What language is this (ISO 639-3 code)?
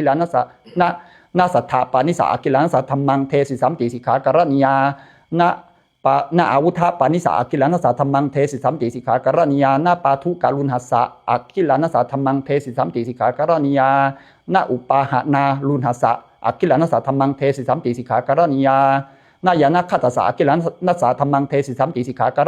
pli